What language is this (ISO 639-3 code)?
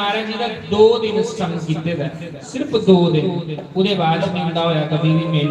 doi